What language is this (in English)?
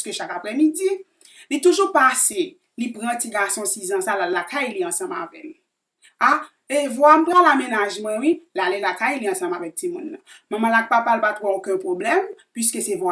Haitian Creole